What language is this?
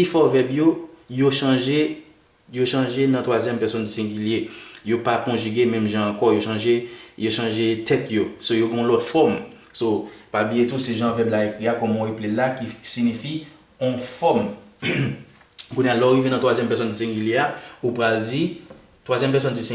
Haitian Creole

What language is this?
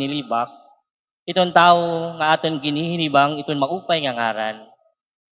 Waray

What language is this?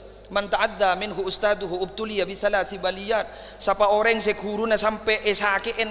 Madurese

